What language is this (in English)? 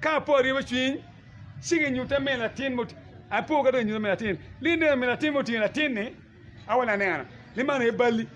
Acoli